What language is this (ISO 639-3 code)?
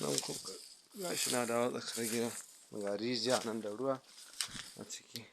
hau